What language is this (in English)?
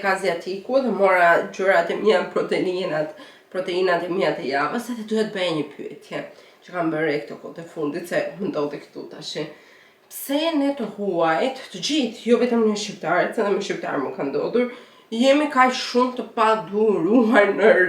Albanian